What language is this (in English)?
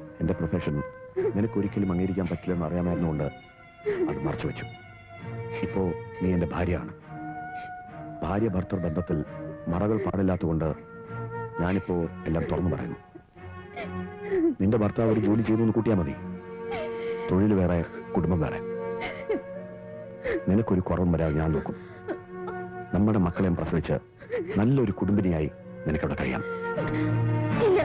Malayalam